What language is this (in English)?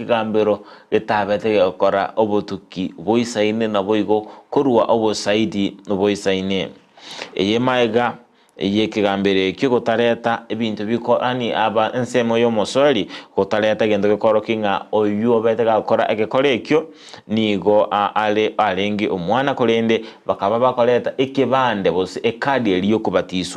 Gusii